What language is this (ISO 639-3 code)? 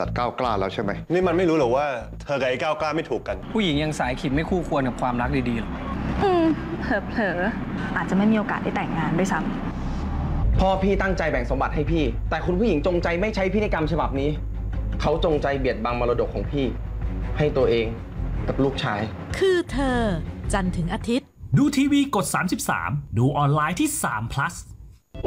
tha